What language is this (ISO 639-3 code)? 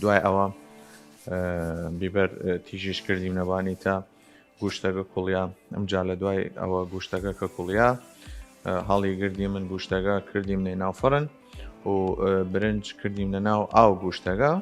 sdh